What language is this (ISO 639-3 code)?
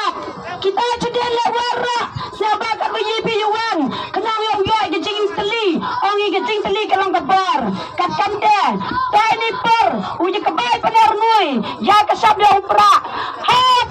kha